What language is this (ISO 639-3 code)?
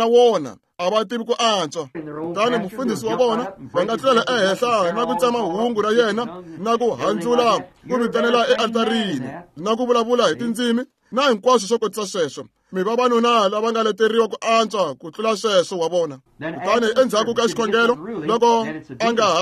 tso